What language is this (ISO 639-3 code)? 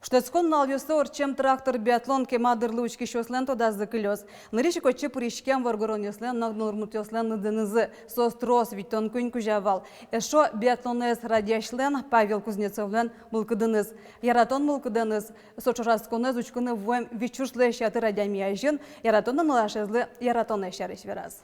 udm